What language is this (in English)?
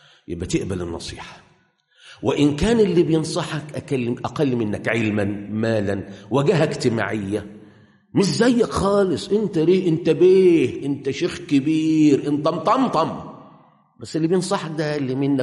Egyptian Arabic